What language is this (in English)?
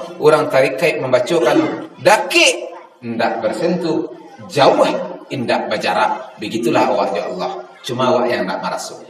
Minangkabau